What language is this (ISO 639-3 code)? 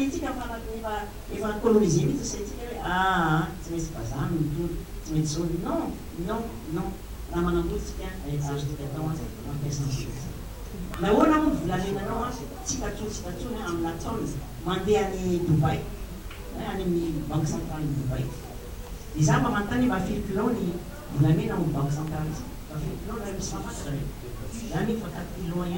mlg